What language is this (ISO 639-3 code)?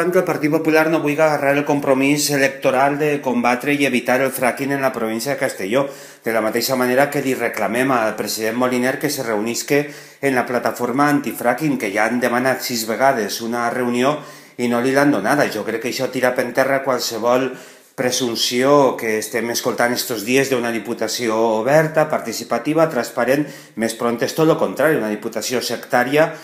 cat